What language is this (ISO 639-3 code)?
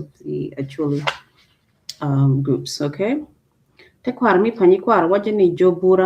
ach